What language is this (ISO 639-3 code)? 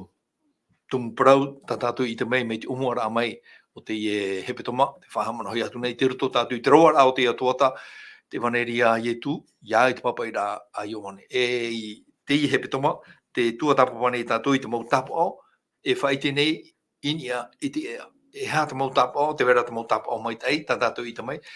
tah